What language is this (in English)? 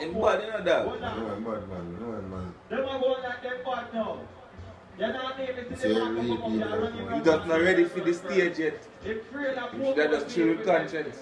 Jamaican Creole English